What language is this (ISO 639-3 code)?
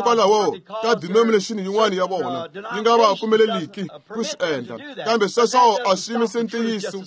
tso